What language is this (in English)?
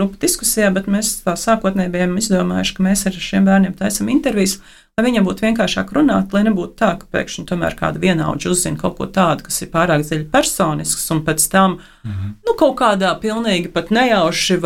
Latvian